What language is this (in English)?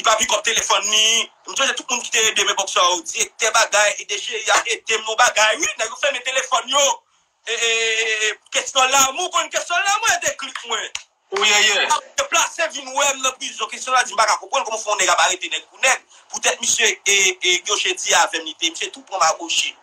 Haitian Creole